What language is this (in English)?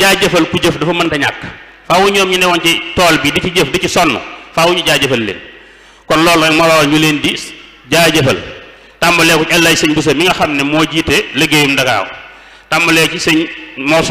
Wolof